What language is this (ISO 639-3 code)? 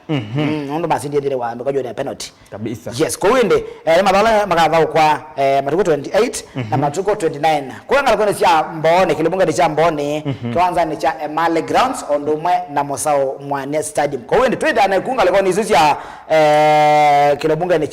kam